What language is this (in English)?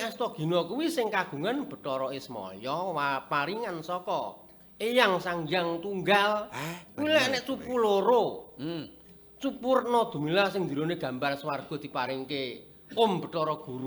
Javanese